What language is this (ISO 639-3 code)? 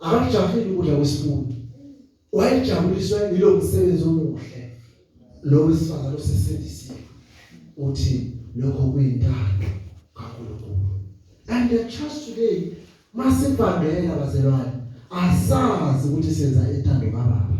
zul